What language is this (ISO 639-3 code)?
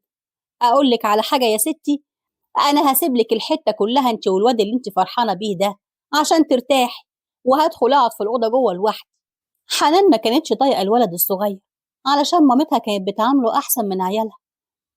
arz